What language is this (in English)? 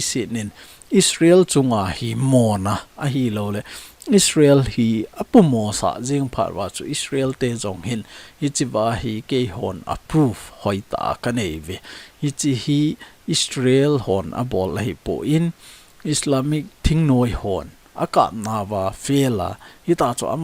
Thado Chin